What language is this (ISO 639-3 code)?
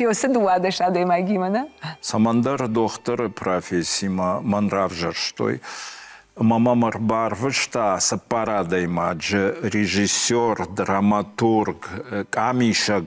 oss